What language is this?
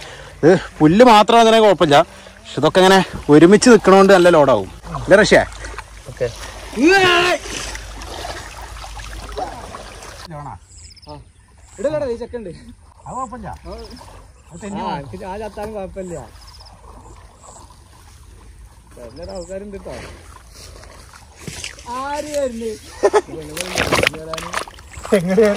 Malayalam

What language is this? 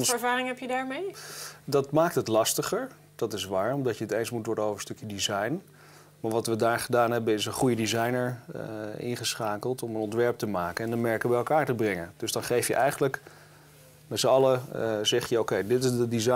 Dutch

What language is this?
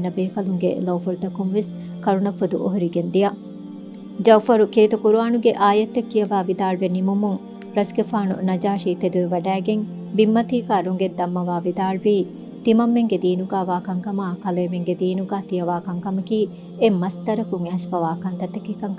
Divehi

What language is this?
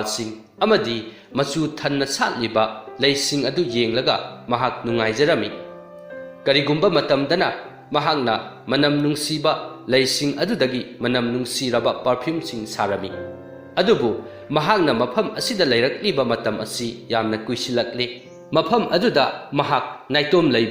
Manipuri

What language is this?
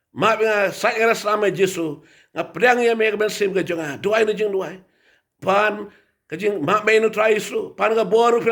Khasi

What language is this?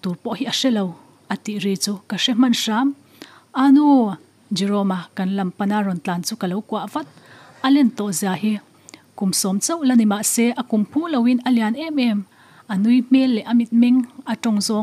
Mizo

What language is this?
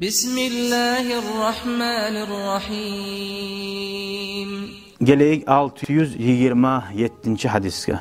Kumyk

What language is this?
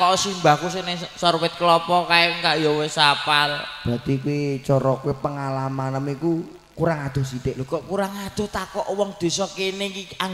Javanese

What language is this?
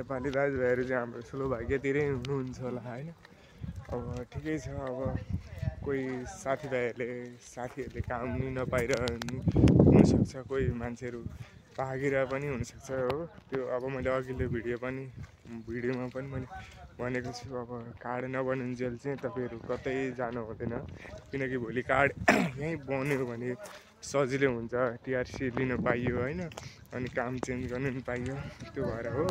Nepali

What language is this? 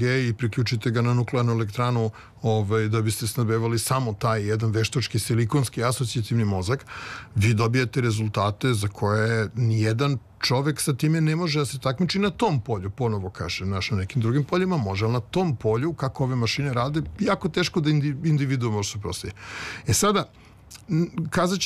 Serbian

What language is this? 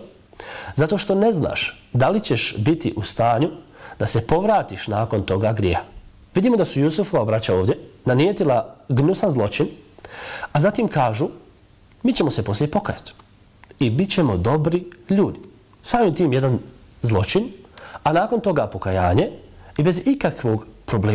Bosnian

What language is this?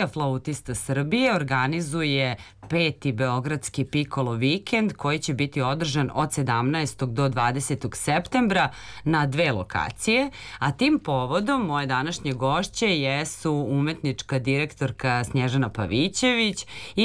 Serbian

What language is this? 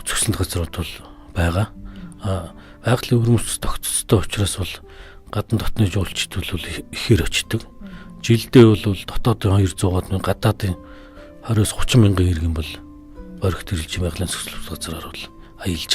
Mongolian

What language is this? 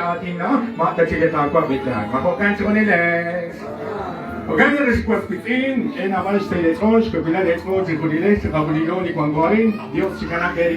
Kekchí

